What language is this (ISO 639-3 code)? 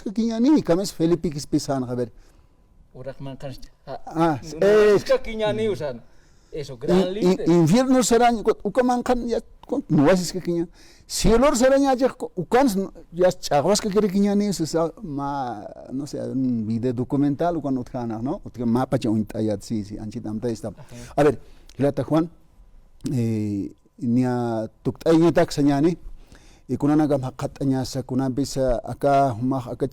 aym